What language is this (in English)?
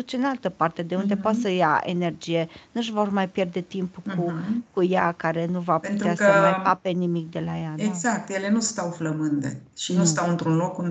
Romanian